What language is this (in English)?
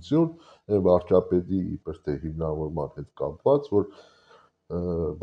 Armenian